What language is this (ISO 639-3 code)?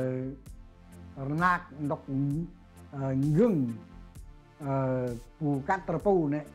cmo